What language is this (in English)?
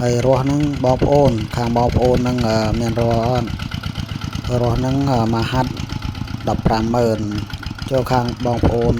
Khmer